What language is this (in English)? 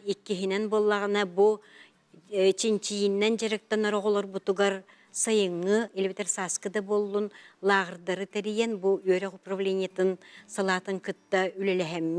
Yakut